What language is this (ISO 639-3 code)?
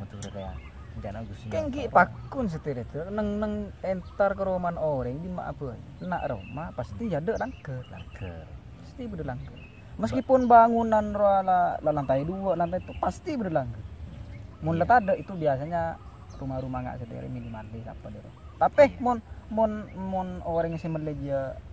mad